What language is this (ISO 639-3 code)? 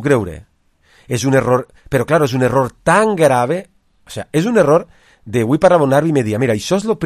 cat